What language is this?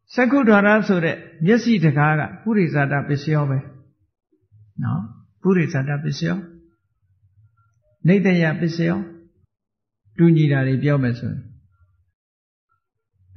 Burmese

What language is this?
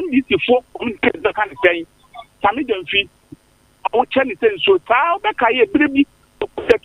Akan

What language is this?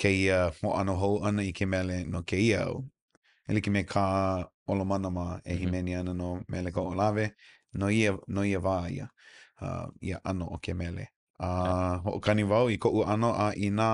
Hawaiian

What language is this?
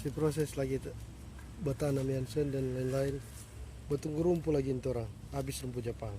Manado Malay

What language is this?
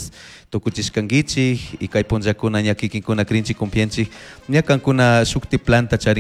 Chimborazo Highland Quichua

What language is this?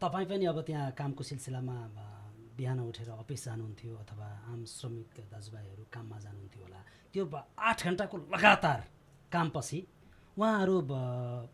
Nepali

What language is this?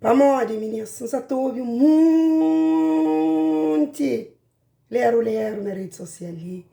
Kabuverdianu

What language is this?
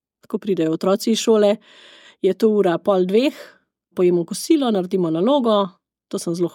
Slovenian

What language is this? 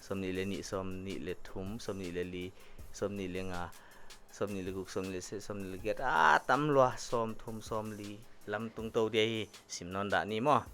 Paite Chin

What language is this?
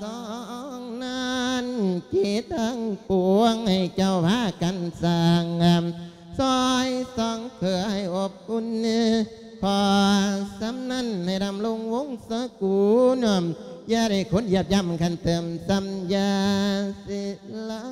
Lao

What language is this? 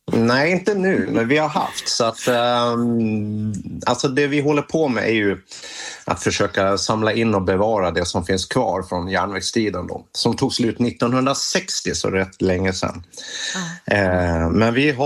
Swedish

